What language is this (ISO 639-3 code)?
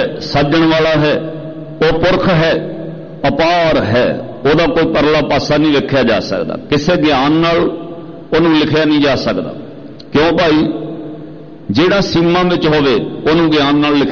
pan